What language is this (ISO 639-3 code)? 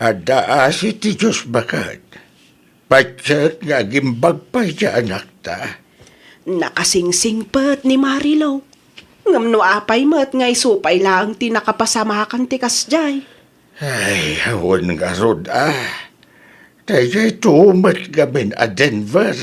ilo